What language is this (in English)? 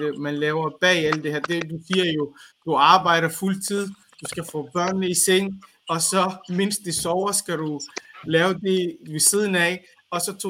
Danish